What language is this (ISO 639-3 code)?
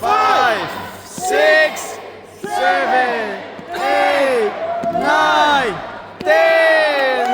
lus